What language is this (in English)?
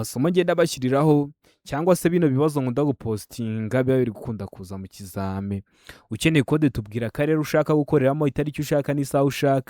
Kinyarwanda